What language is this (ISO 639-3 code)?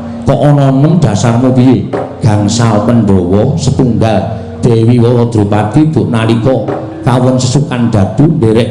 jav